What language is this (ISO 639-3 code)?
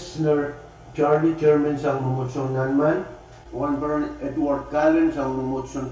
pon